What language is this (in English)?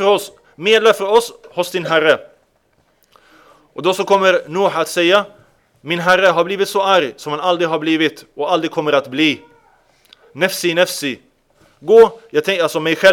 Swedish